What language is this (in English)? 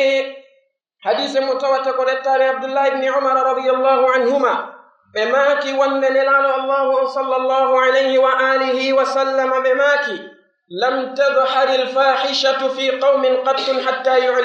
Pular